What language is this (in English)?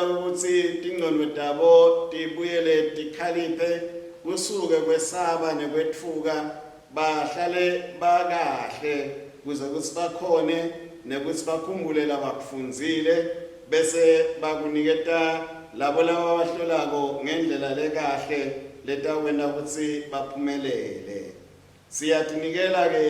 Swati